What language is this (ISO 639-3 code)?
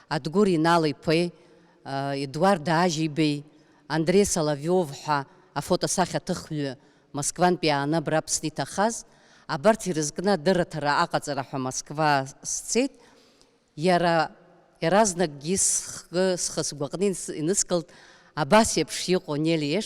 abk